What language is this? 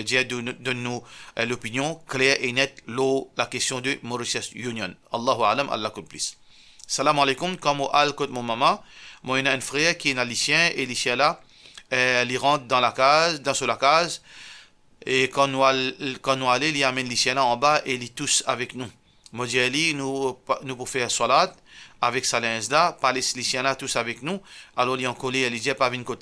Morisyen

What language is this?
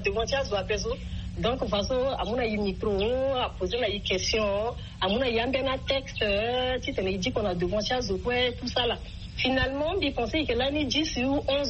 Sango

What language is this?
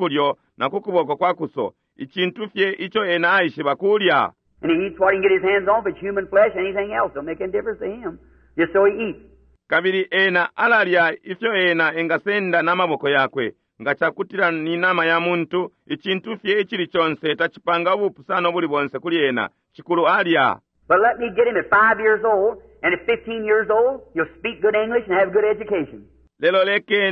Bemba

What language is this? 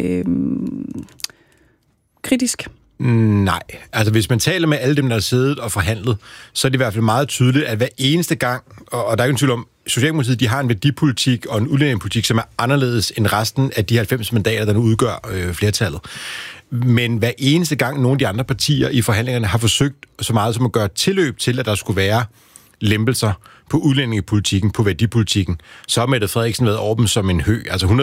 Danish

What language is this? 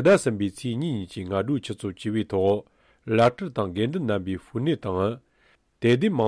Tibetan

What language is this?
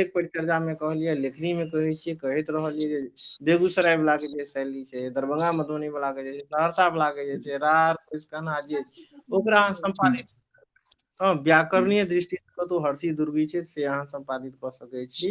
Maithili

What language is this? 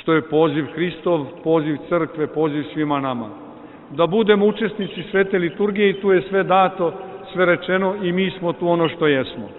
Serbian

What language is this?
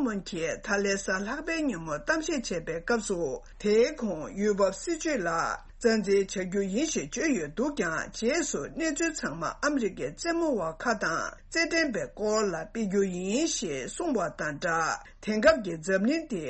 Tibetan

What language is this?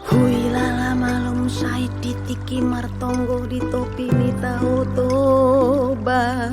Batak Toba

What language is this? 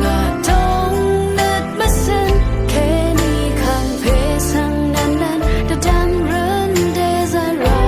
Rawang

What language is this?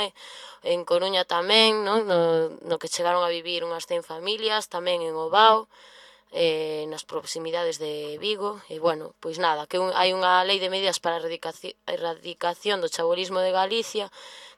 Galician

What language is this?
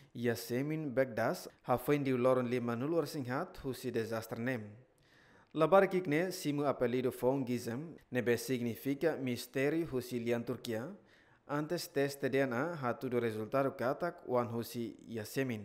Tetum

